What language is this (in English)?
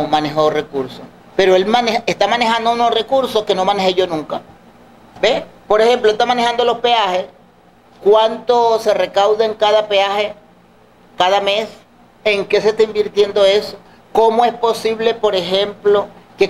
Spanish